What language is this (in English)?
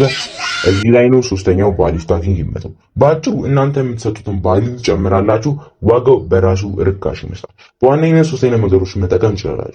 Amharic